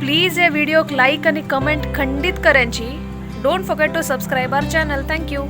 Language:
Konkani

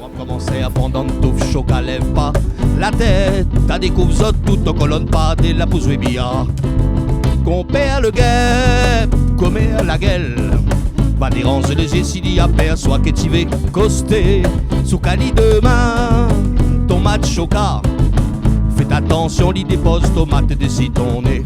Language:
Réunion Creole French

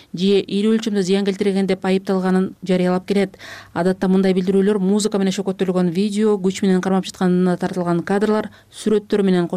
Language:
Kyrgyz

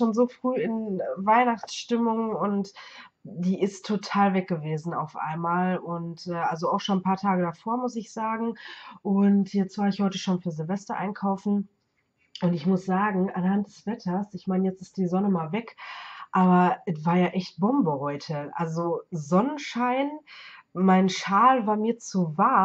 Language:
German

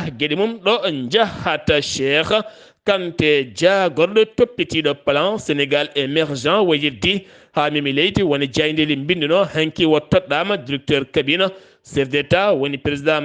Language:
Fula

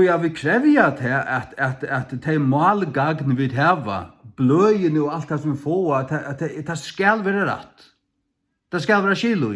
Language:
Faroese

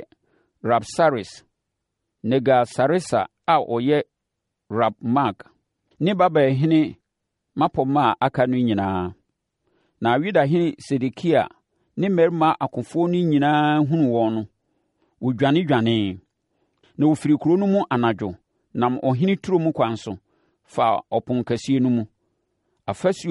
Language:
Akan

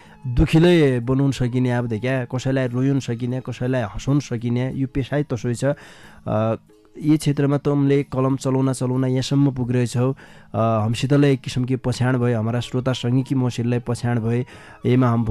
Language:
Dotyali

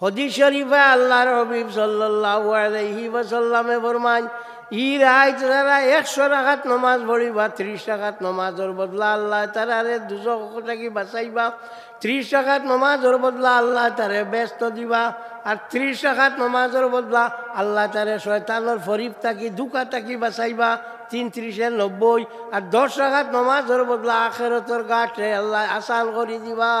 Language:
Sylheti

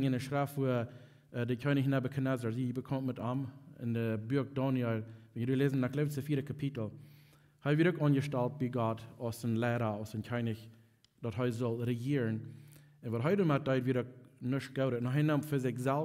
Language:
Plautdietsch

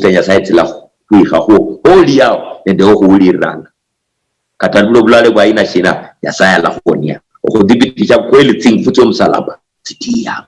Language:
Luyia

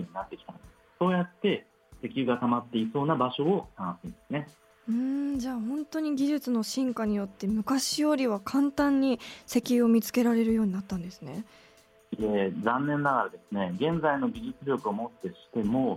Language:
Japanese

